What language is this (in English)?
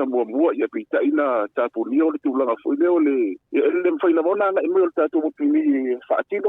Samoan